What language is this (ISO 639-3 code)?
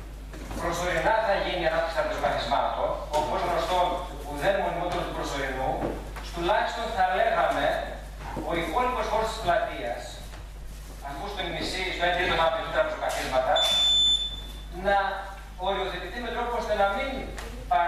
ell